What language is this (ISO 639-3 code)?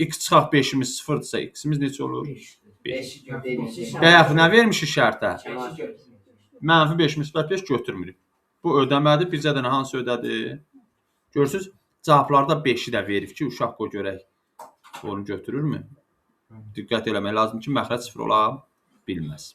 aze